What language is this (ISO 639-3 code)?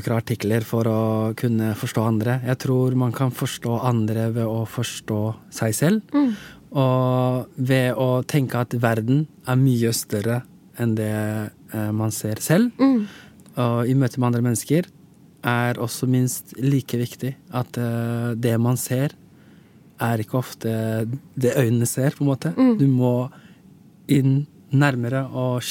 nor